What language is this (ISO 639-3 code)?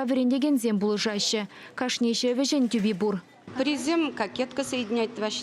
chv